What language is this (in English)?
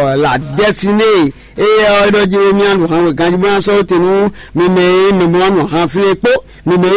Fon